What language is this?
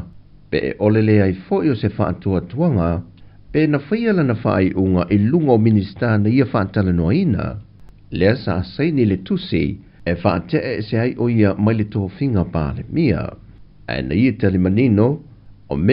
Samoan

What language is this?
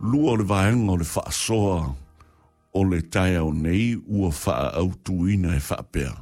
Samoan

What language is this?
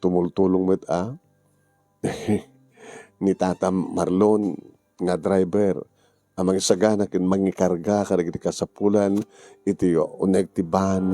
Iloko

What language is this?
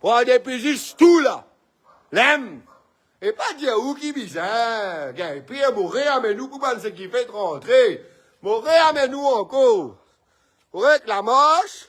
Morisyen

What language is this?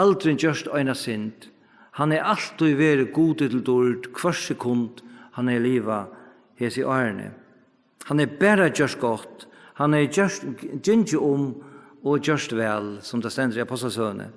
Faroese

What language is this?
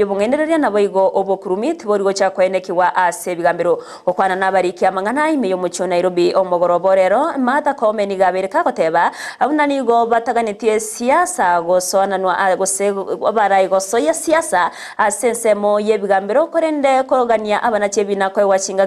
Gusii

